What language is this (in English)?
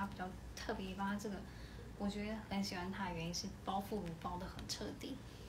Chinese